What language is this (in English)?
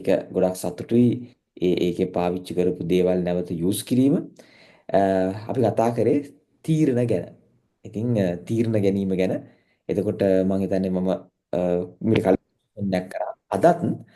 Sinhala